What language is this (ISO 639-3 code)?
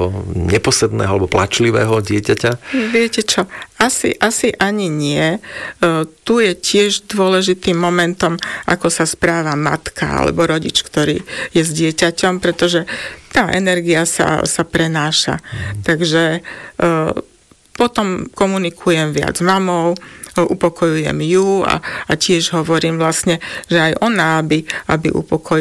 slk